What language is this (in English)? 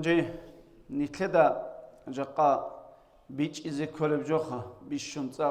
Avaric